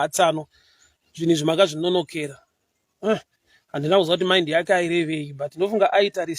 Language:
Shona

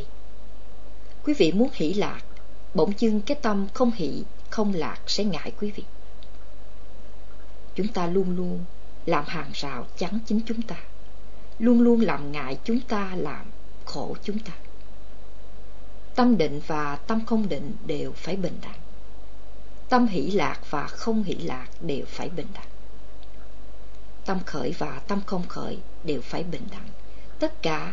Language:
Vietnamese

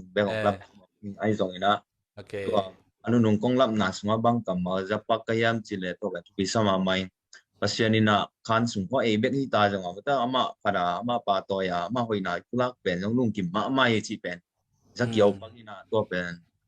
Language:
Tedim Chin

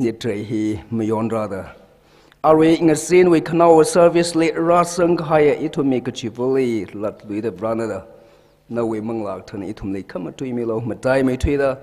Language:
Tangkhul Naga (India)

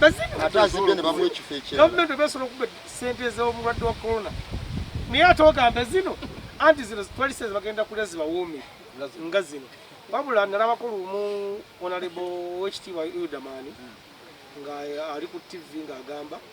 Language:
Ganda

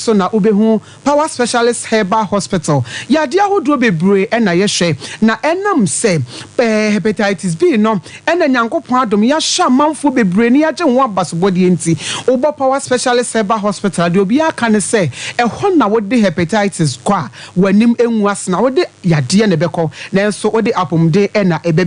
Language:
Akan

